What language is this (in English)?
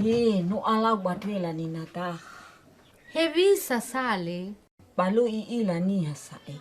Nias